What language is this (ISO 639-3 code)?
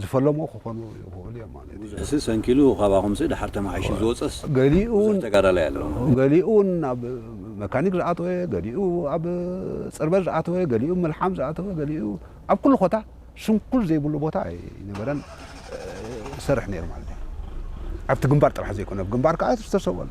tir